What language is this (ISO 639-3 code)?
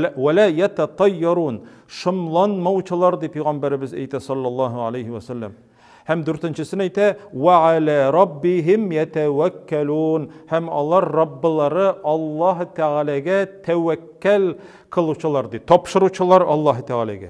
tat